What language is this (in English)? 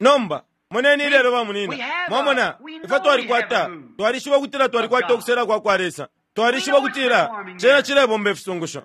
Bemba